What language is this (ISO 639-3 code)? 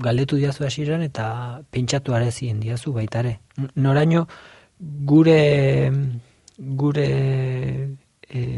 eus